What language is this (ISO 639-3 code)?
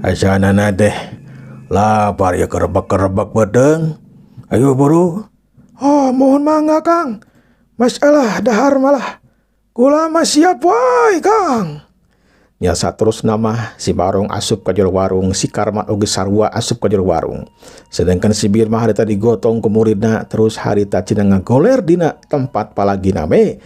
sun